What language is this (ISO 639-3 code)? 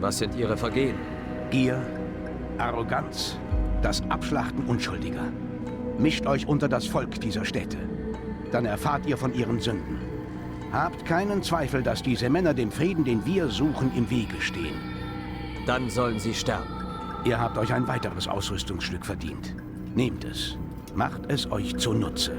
bar